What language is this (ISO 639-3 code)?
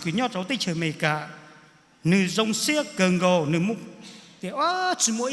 hmn